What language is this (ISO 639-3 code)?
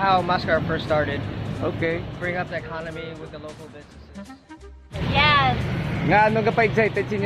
hil